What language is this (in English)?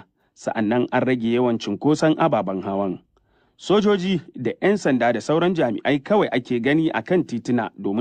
Hausa